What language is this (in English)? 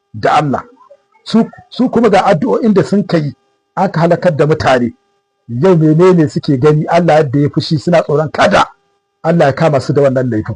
Hausa